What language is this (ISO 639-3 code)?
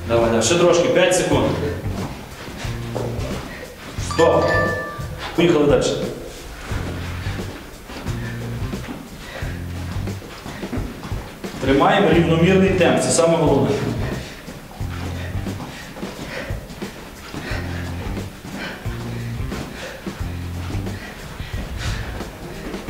ukr